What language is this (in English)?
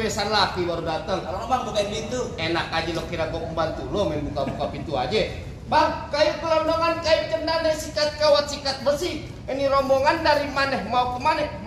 Betawi